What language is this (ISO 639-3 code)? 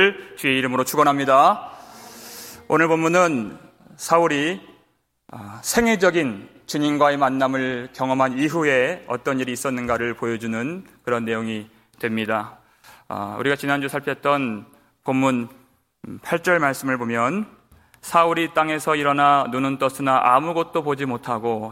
kor